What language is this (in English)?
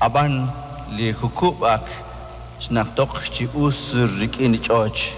Kekchí